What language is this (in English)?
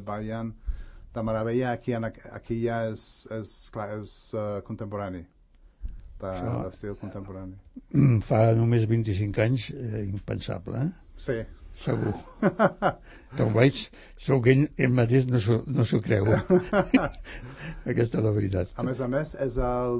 Catalan